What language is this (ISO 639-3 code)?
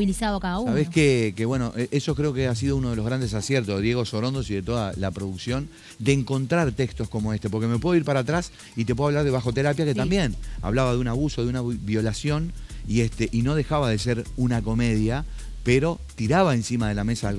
spa